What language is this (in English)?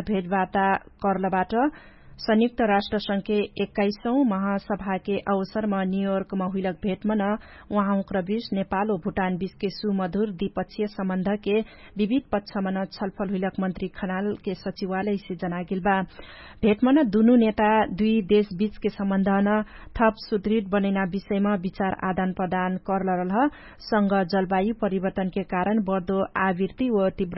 Dangaura Tharu